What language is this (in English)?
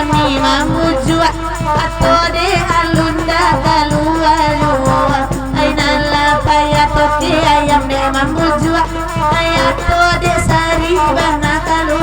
Minangkabau